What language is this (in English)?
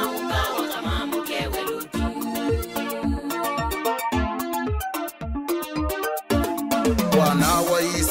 Swahili